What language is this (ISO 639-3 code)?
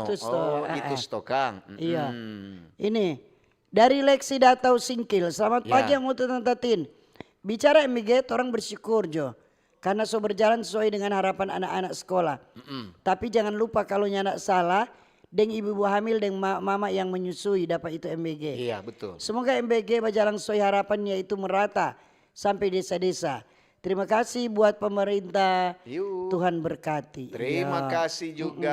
xmm